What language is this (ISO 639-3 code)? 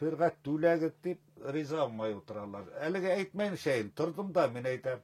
bak